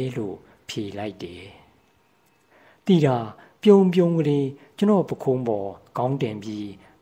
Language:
Burmese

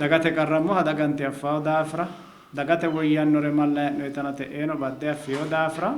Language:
Sidamo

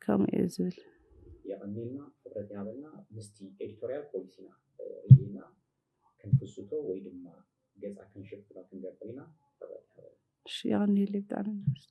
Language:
Tigrinya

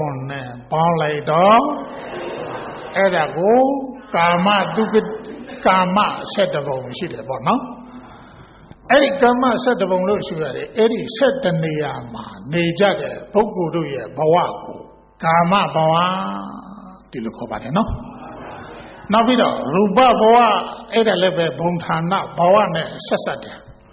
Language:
Burmese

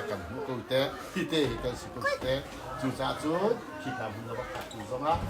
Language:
Hakha Chin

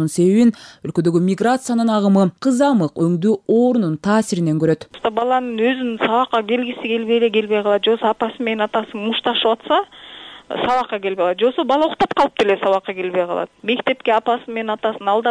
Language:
Kyrgyz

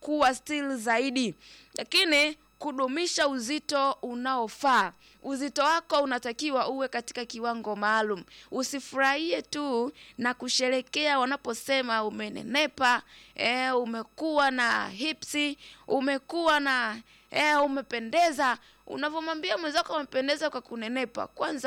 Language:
Swahili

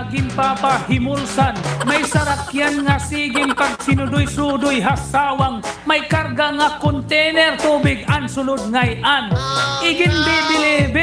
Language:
Waray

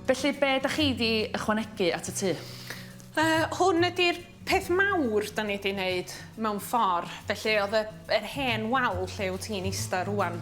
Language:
Welsh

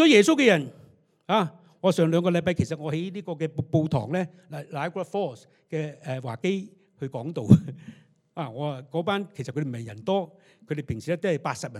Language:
Cantonese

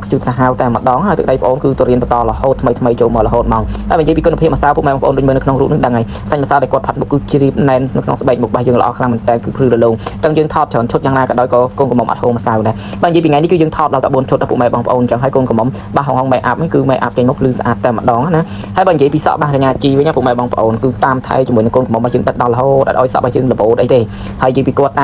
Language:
Khmer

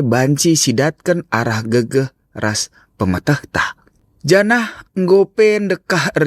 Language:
Batak Karo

